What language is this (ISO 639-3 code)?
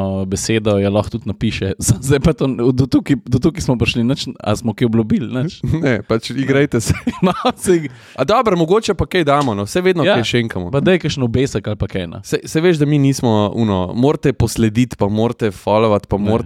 slv